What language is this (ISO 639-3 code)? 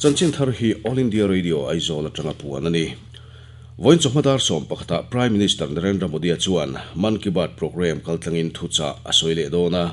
lus